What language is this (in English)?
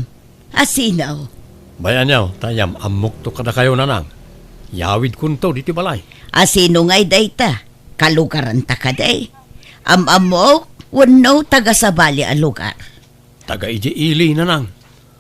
Iloko